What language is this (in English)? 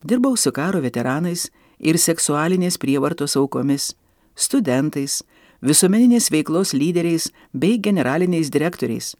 Lithuanian